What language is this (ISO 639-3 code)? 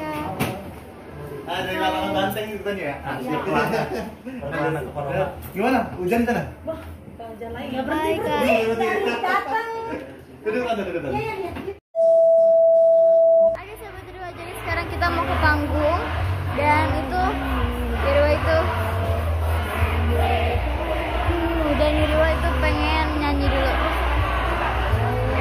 ind